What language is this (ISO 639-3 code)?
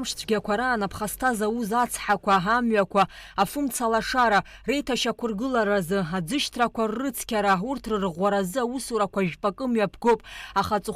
abk